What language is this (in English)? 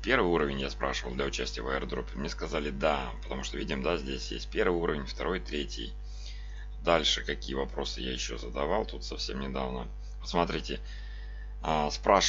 Russian